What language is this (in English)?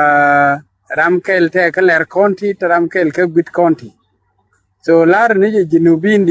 Nuer